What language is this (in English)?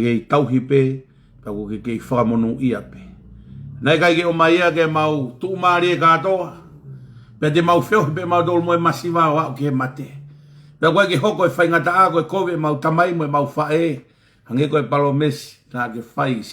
Tongan